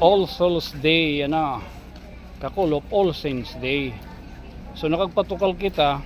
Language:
Waray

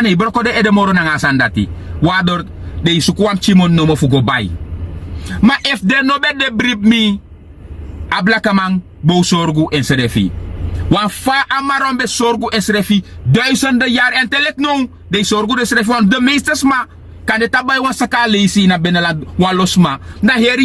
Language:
Sranan Tongo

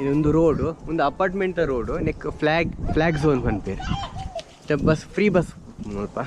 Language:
Tulu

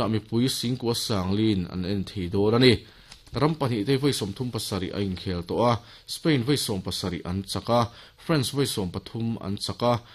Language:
Mizo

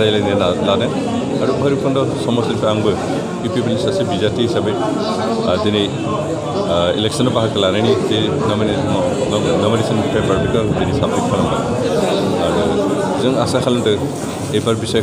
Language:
Bodo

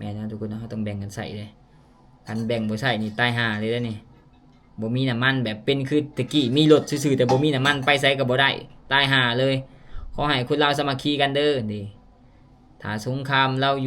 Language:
Lao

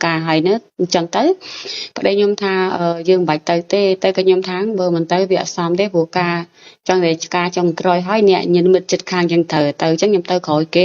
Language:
Khmer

